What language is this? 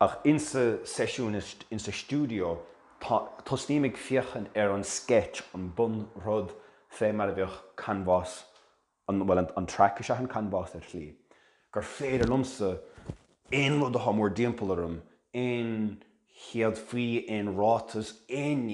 Irish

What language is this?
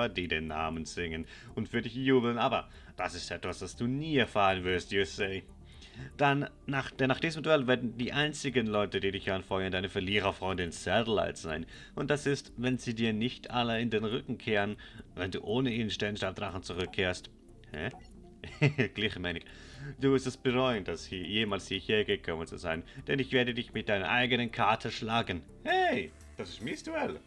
Swiss German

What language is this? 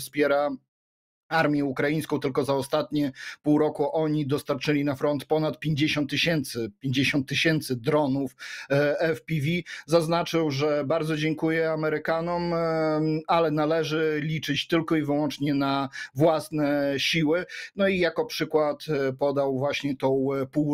Polish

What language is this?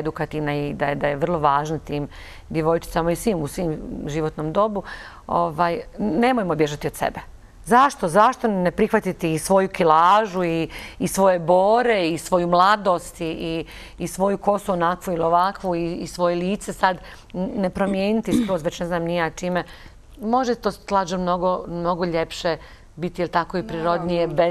Bosnian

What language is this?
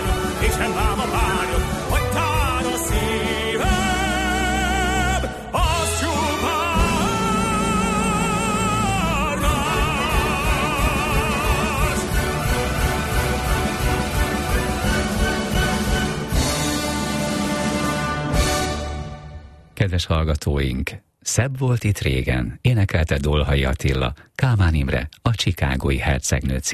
Hungarian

